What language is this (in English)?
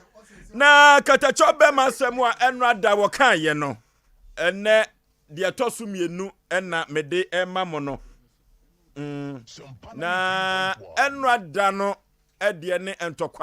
Akan